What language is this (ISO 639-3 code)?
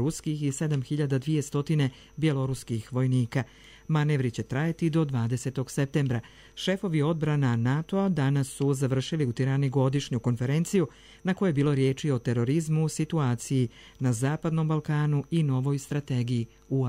srp